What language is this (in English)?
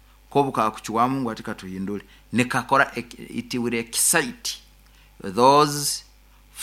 Nyankole